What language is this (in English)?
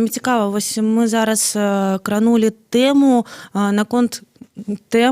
Belarusian